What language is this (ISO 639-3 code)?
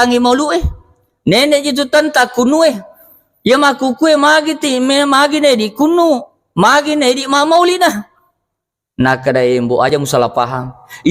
bug